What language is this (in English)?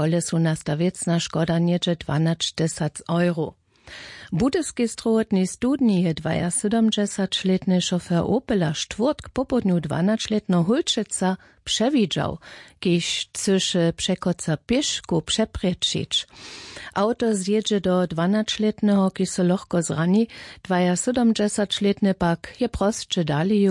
Upper Sorbian